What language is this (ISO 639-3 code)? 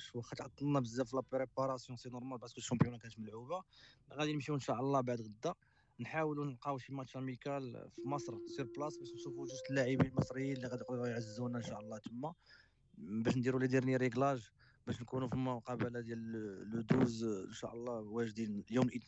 ary